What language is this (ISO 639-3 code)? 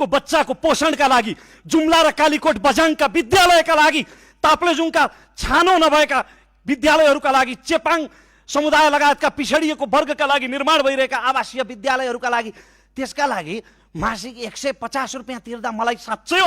nep